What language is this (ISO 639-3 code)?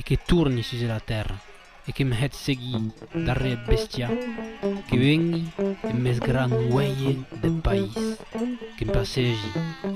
oci